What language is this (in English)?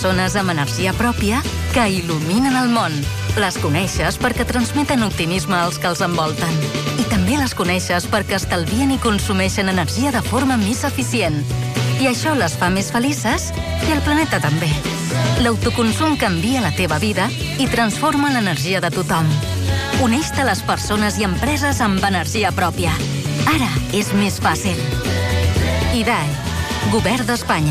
Catalan